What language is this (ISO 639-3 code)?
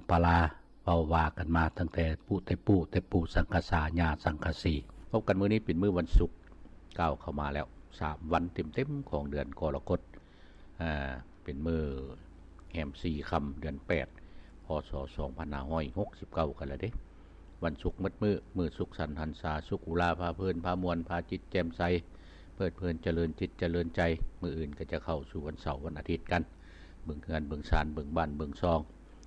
lao